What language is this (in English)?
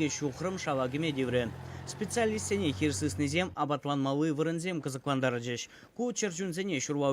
Chuvash